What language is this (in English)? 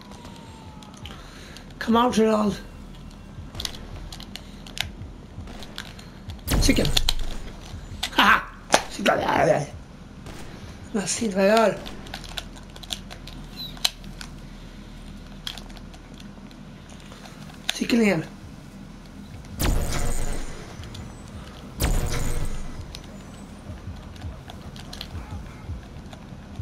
Swedish